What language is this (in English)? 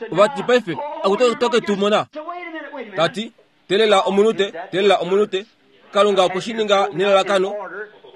Kuanyama